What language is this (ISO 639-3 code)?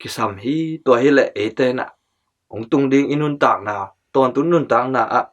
ctd